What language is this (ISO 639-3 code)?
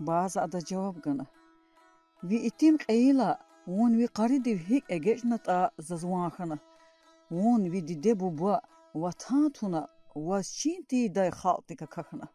lez